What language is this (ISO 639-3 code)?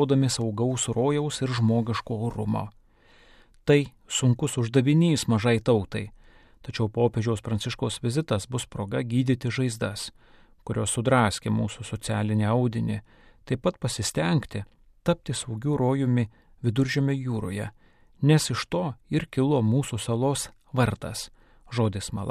lit